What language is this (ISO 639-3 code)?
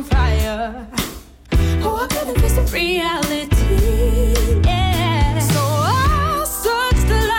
hun